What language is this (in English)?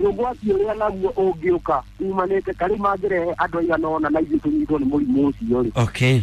Kikuyu